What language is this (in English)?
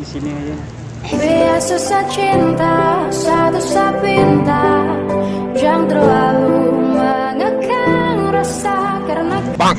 Banjar